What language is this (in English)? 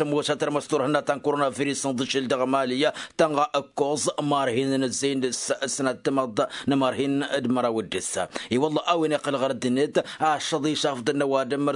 Tamasheq